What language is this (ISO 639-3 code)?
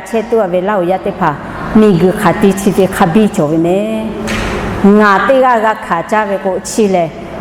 lhu